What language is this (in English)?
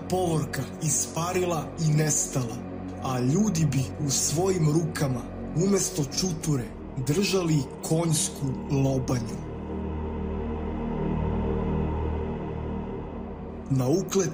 Serbian